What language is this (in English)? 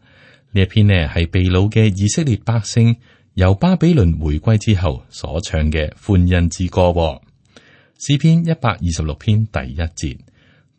Cantonese